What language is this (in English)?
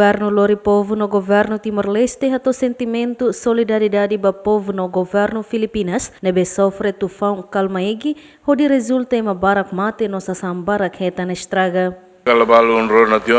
Tetum